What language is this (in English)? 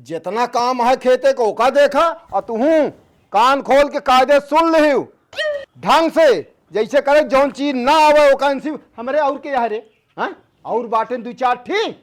Awadhi